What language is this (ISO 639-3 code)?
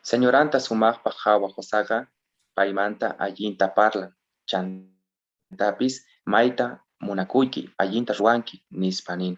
quh